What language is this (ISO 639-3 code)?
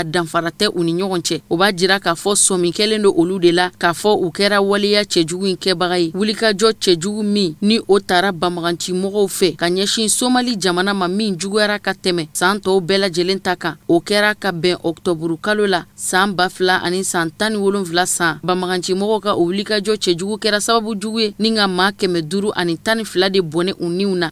bam